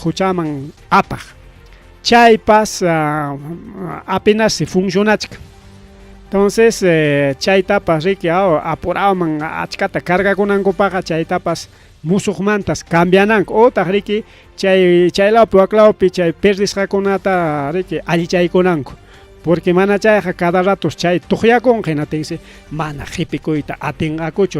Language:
Ayacucho Quechua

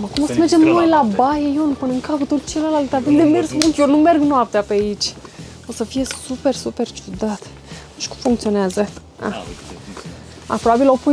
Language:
Romanian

